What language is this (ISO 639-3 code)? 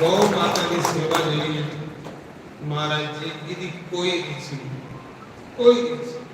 doi